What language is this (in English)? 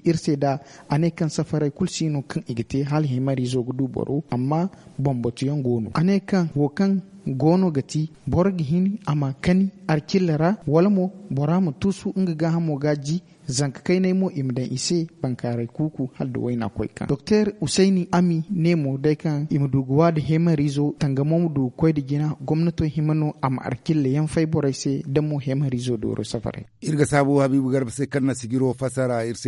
Zarma